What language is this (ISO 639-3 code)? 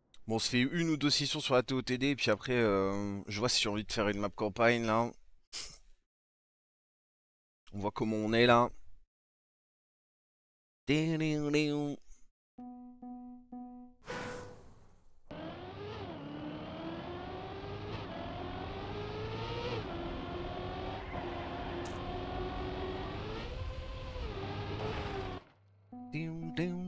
fra